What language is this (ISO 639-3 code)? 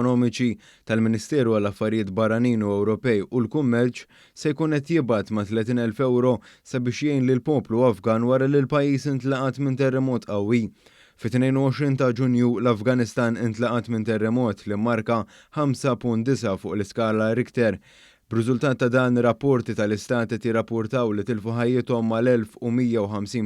mlt